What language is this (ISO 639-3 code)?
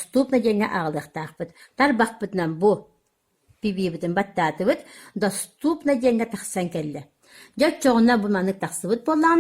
sah